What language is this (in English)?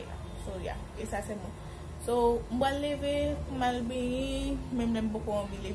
Haitian Creole